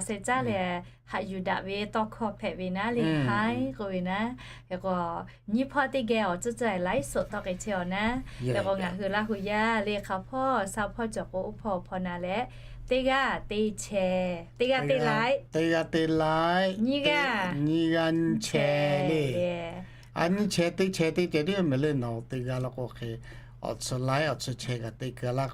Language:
Lahu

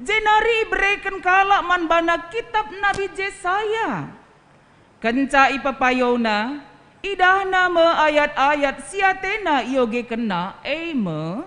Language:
Batak Karo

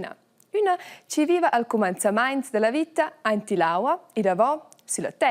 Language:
Romansh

